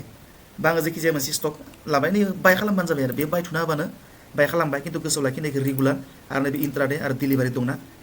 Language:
Bodo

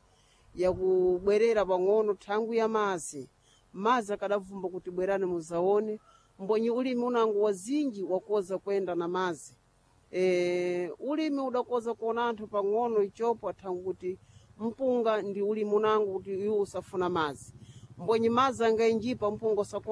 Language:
Sena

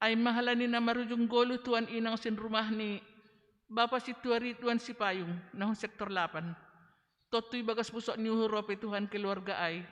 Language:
Batak Simalungun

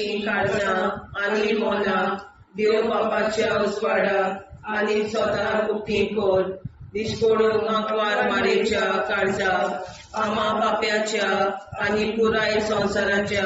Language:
Konkani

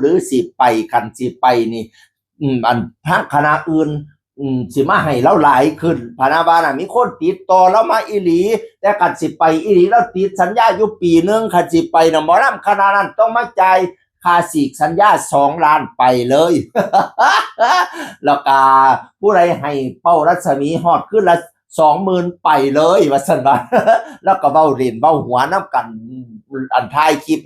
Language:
Northeastern Thai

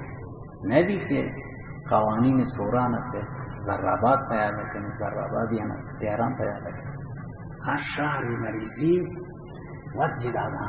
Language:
Baluchi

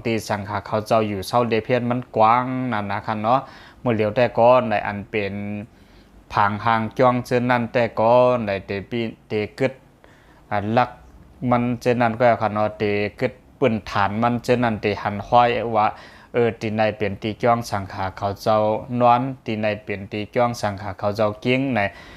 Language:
Lao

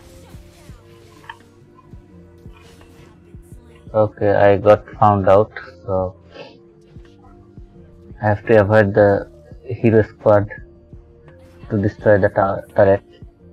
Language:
English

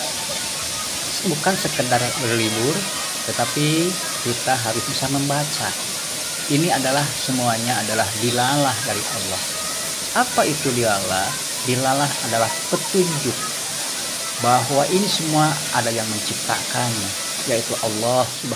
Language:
Indonesian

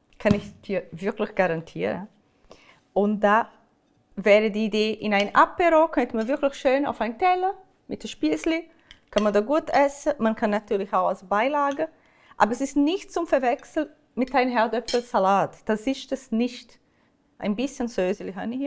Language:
Swiss German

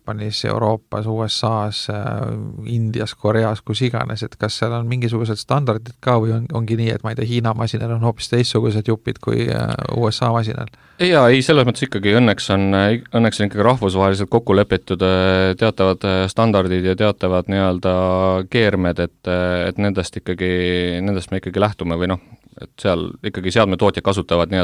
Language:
Estonian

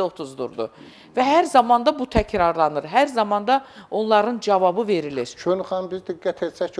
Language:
Azerbaijani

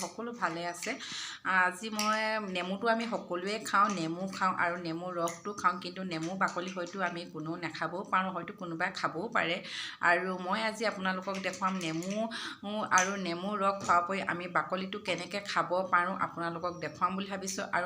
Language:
Assamese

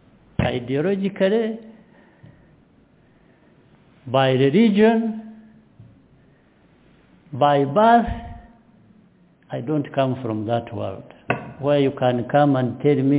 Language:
Kinyarwanda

